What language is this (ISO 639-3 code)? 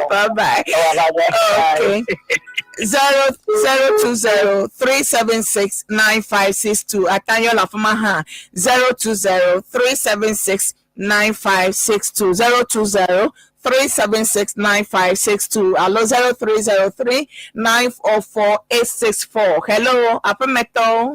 ewe